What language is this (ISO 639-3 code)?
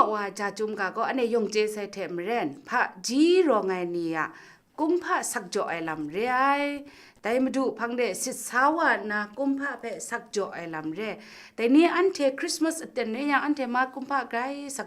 kac